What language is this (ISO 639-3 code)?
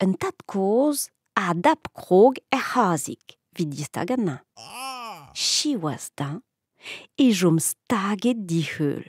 bre